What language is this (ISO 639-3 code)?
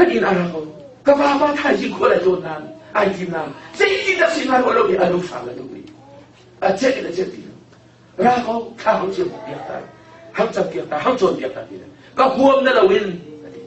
cnh